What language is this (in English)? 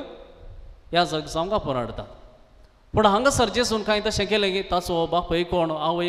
Konkani